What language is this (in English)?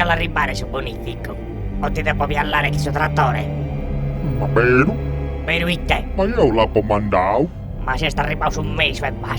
Sardinian